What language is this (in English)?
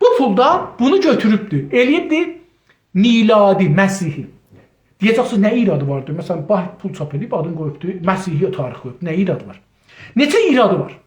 South Azerbaijani